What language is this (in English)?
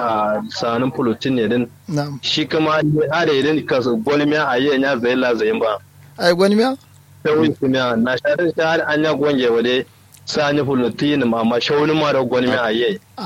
Kanuri